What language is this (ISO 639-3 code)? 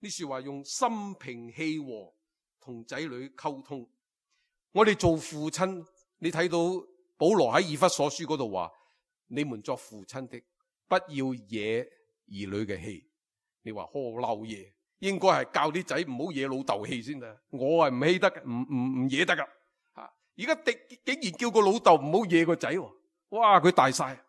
yue